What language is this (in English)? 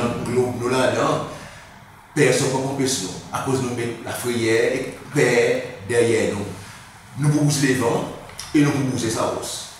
Seselwa Creole French